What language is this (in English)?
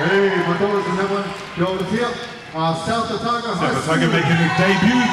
Māori